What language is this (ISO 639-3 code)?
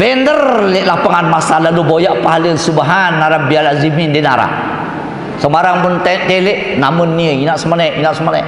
sas